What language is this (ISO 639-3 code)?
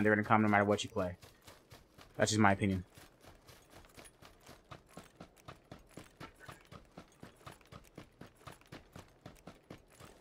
eng